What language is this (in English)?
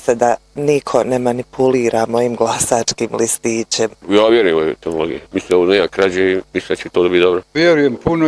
Bosnian